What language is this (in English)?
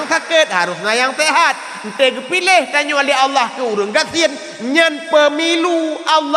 Achinese